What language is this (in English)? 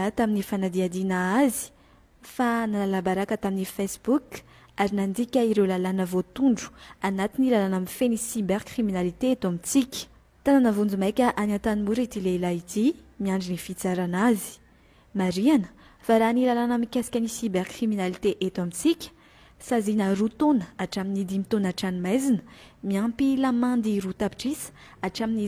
Malagasy